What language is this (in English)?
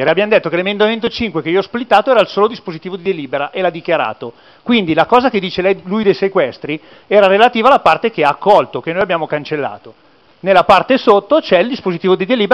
Italian